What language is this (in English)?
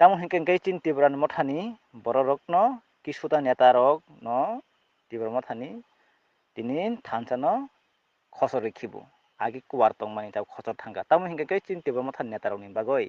Kok Borok